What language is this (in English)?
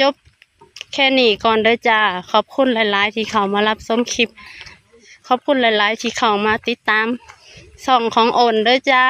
Northeastern Thai